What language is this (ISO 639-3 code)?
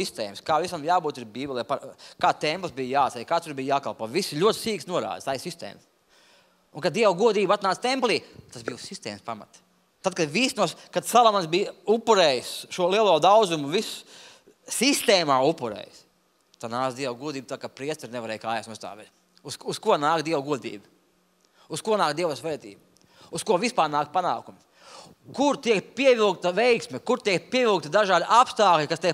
lav